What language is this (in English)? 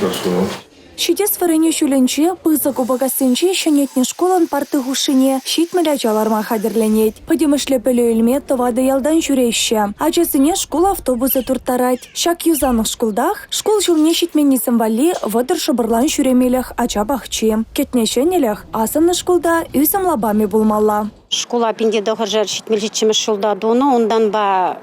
Chuvash